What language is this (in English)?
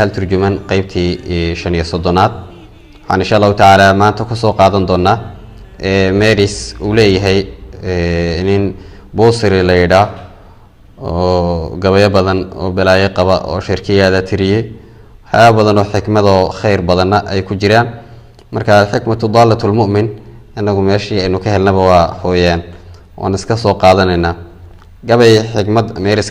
Somali